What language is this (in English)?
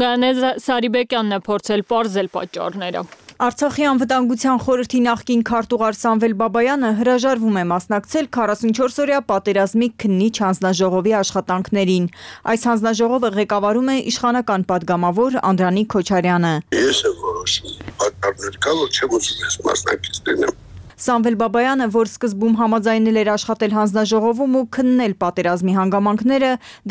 Armenian